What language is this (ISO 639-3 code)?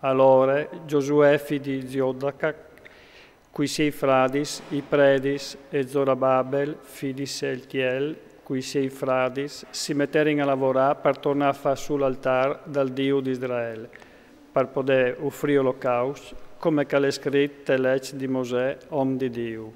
fur